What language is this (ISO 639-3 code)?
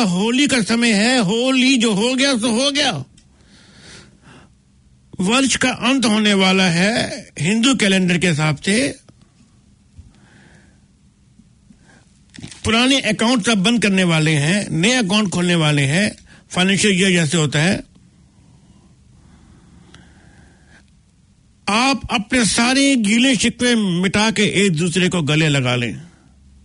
hin